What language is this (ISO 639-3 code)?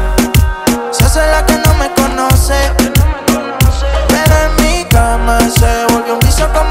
spa